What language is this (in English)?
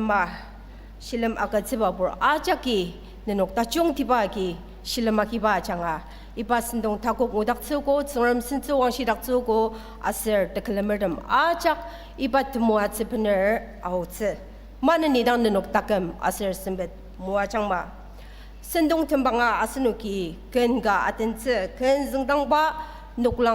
Ao Naga